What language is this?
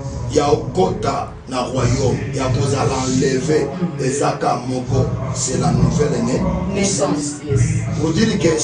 Lingala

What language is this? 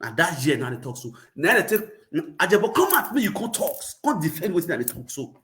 Nigerian Pidgin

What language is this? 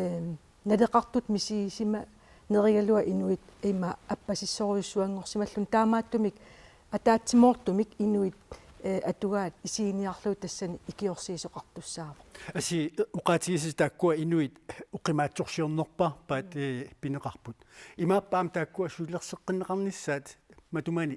Kalaallisut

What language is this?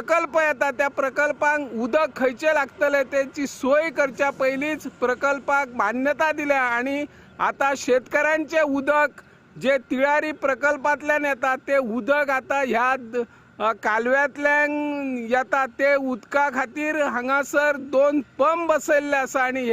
Konkani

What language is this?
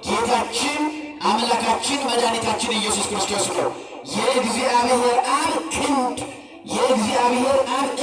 Amharic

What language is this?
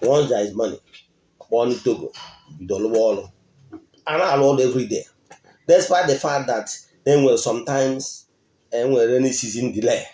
Igbo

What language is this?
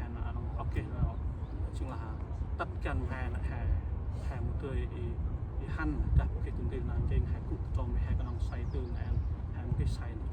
Central Mnong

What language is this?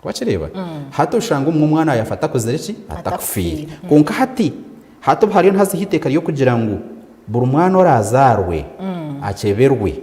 Nyankole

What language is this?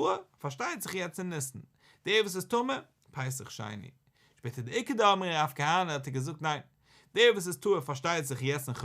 Yiddish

